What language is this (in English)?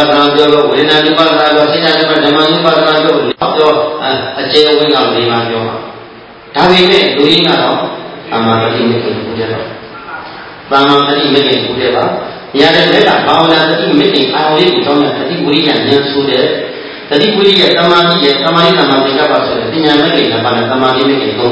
Burmese